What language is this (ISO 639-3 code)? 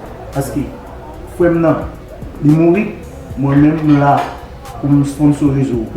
hat